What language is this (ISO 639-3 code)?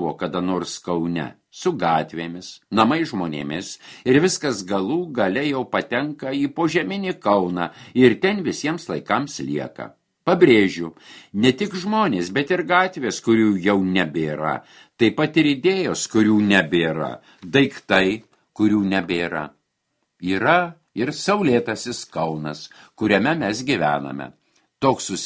lit